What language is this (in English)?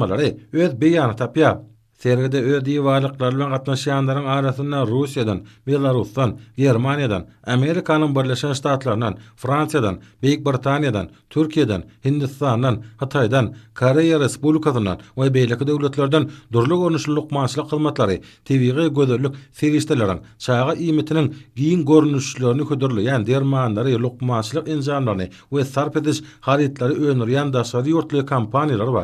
Turkmen